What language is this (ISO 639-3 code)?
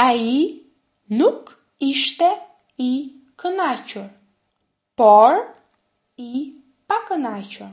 sqi